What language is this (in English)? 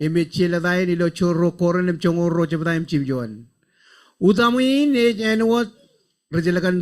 Marshallese